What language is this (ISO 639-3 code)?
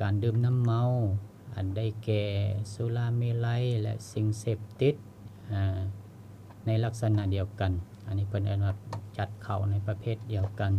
lao